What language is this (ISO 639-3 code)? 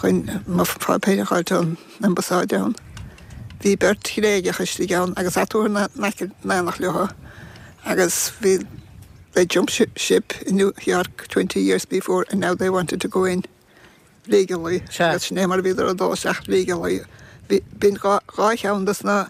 gle